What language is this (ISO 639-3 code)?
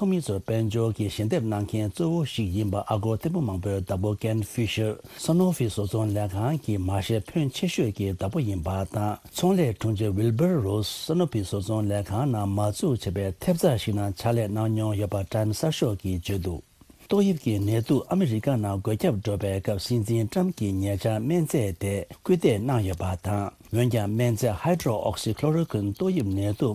bod